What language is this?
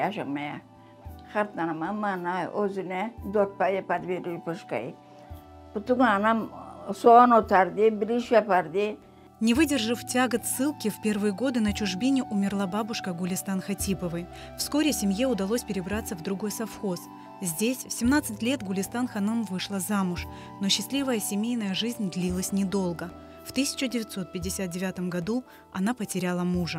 Crimean Tatar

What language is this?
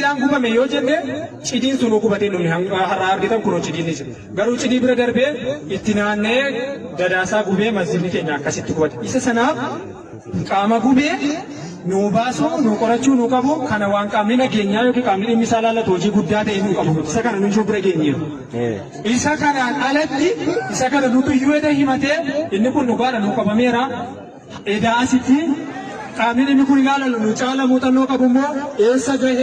Oromo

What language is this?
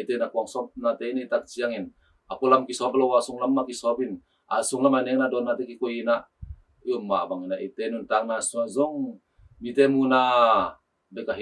Tedim Chin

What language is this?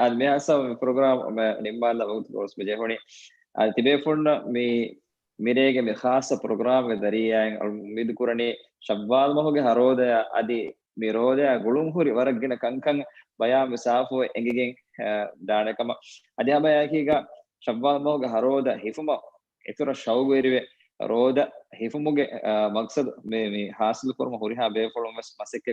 Divehi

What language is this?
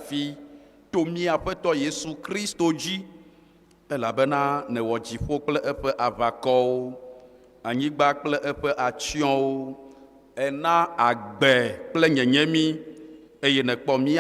Ewe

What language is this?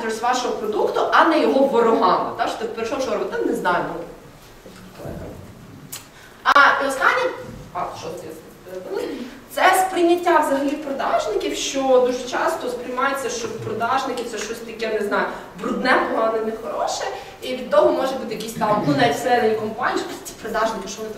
Ukrainian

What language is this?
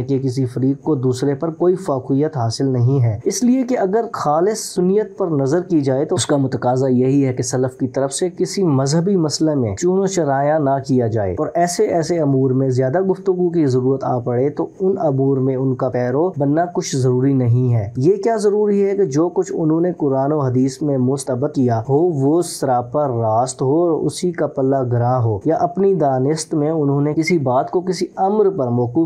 Urdu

